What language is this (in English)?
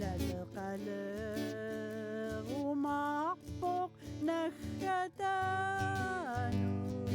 Kalaallisut